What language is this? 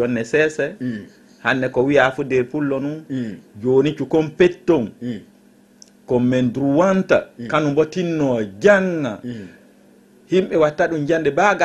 Fula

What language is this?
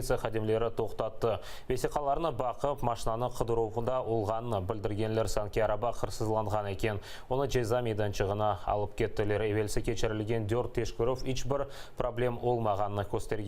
Crimean Tatar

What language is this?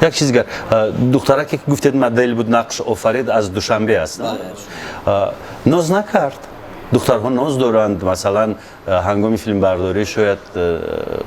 Tajik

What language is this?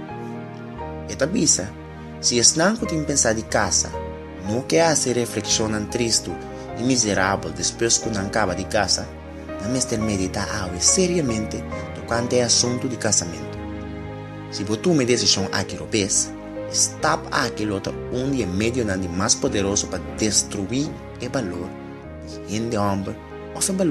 Papiamento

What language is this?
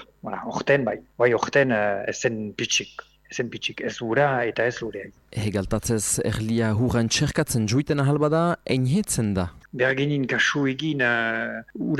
Basque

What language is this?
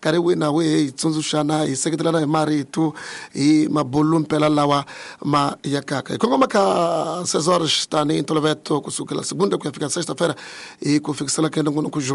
Tsonga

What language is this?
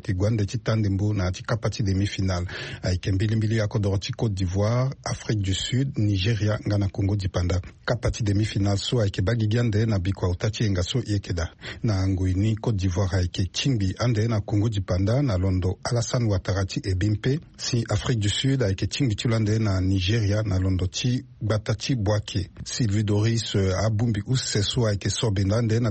Sango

